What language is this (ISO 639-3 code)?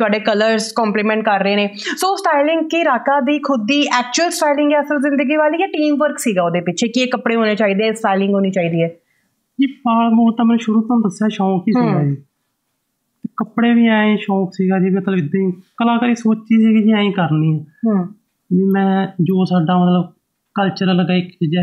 pan